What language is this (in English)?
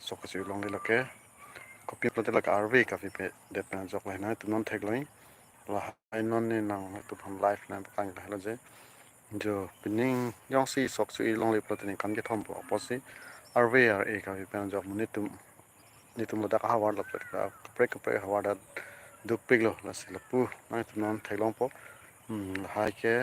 Karbi